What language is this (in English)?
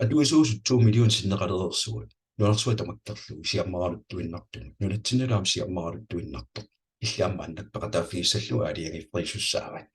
Kalaallisut